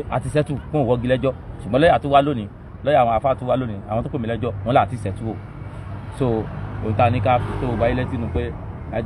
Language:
Yoruba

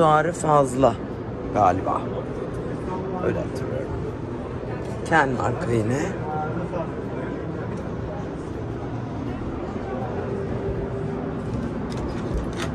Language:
Turkish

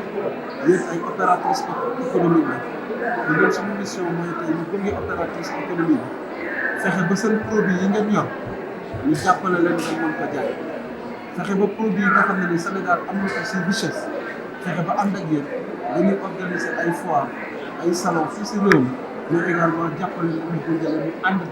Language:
Wolof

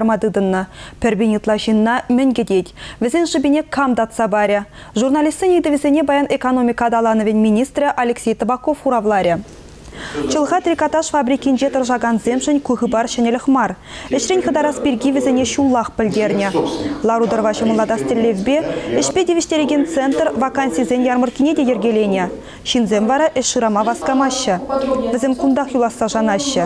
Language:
Chuvash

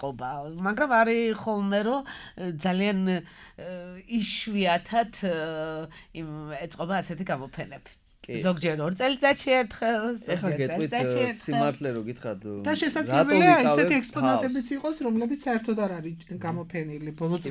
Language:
Georgian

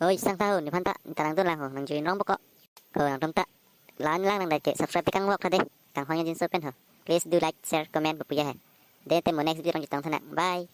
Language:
Karbi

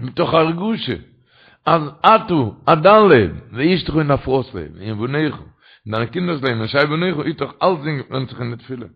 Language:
Yiddish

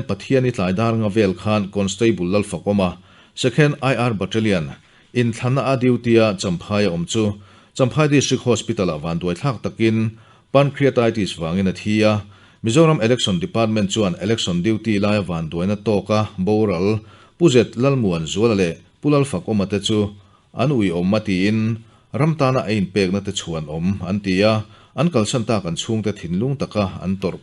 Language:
Mizo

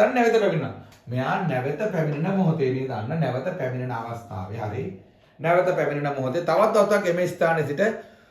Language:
Sinhala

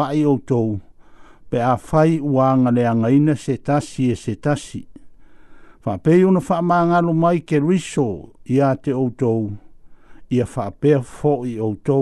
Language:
Samoan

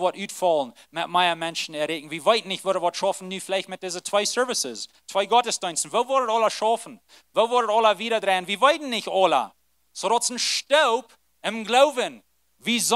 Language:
Plautdietsch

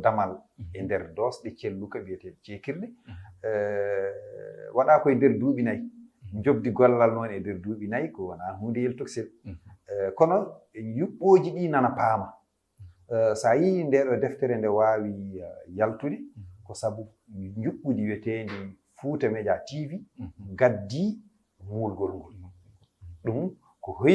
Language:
Fula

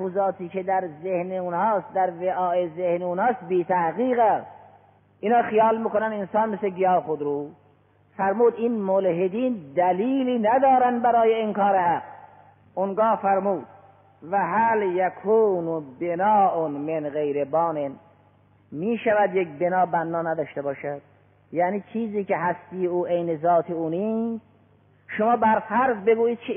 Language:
Persian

